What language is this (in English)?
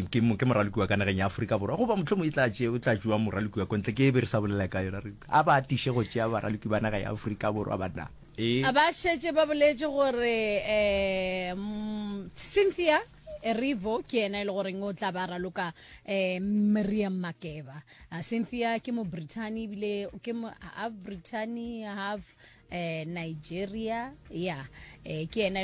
Northern Sotho